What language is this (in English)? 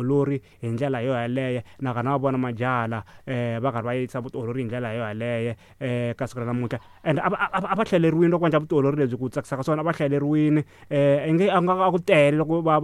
Tsonga